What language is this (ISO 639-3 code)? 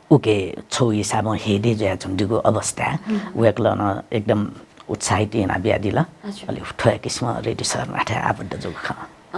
new